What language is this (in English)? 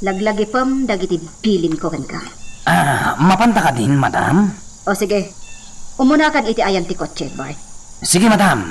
Iloko